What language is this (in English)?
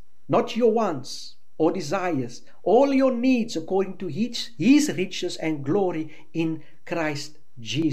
English